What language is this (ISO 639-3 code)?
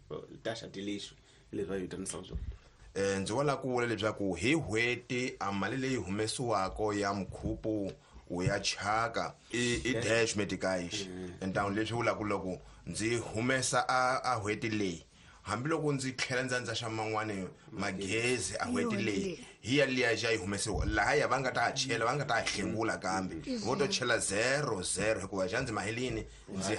tso